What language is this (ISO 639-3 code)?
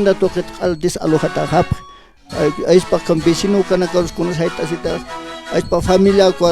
aym